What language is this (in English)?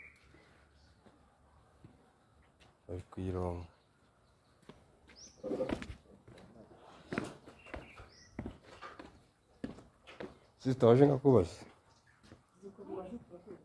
Kinyarwanda